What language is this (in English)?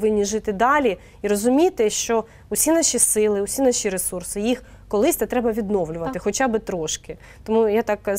Ukrainian